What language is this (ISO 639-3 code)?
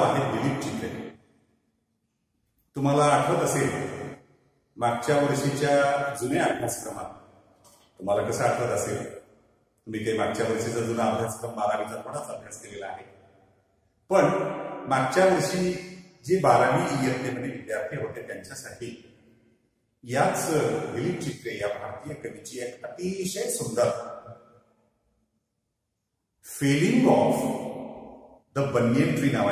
mar